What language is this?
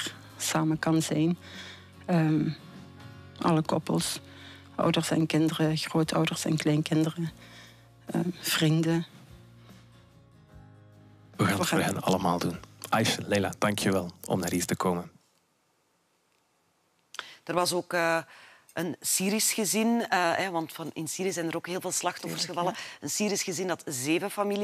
Dutch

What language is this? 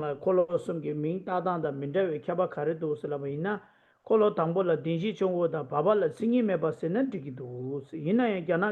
Tibetan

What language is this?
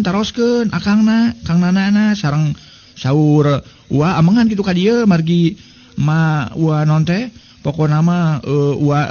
Sundanese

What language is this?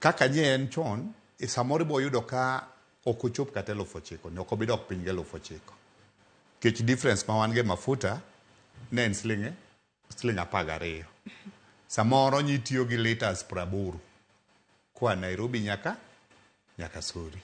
Luo (Kenya and Tanzania)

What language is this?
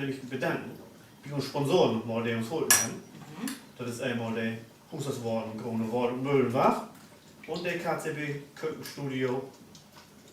Low German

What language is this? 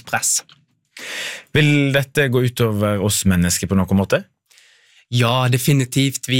Norwegian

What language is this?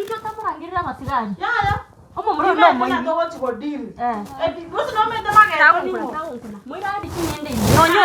Gusii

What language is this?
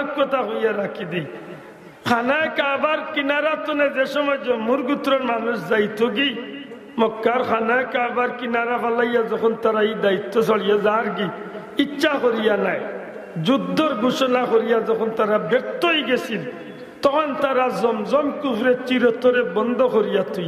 Sylheti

